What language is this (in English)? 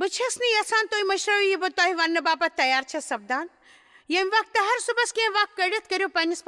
Kashmiri